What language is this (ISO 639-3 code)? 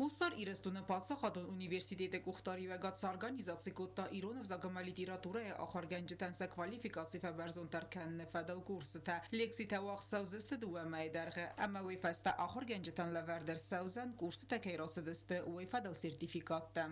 oss